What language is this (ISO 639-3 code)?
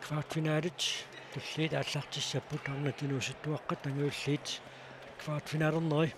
kal